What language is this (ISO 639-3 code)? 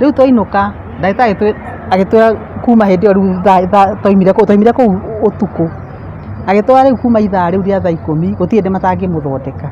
kik